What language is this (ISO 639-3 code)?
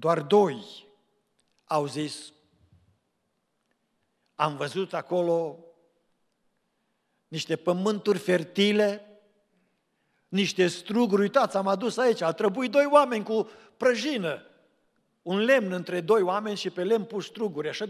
ron